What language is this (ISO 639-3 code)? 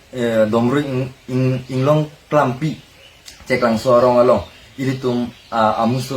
mjw